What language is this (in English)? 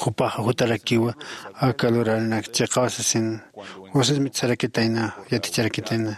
Aymara